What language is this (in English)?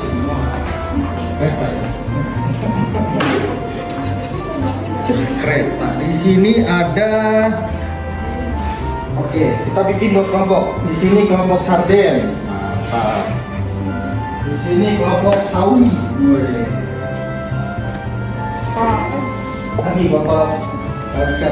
Indonesian